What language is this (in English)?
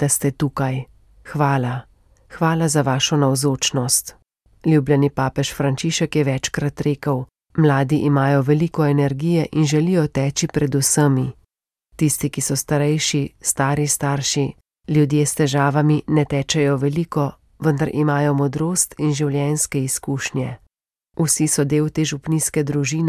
Slovenian